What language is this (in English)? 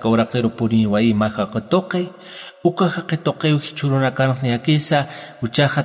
Aymara